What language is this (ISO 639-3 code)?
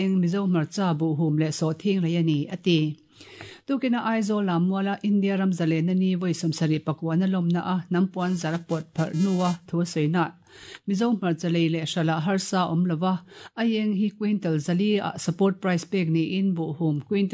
lus